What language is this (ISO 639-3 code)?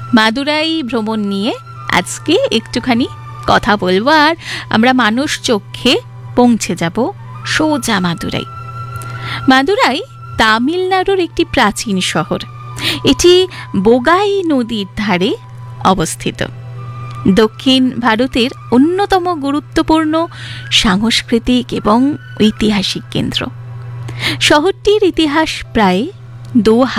ben